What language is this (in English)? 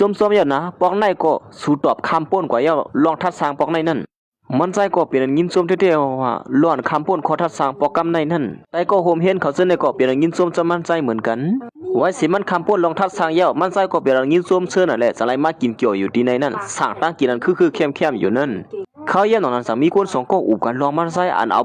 Shan